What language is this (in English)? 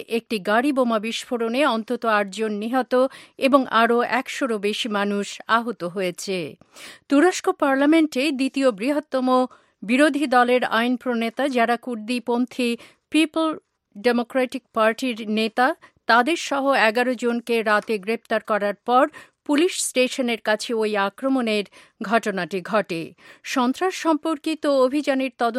Bangla